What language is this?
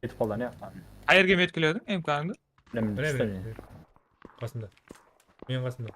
Kara-Kalpak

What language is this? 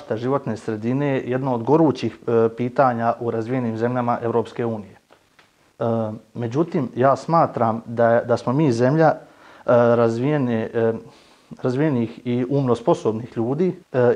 Bosnian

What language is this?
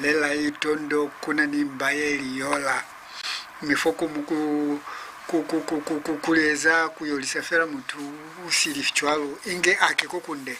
Lozi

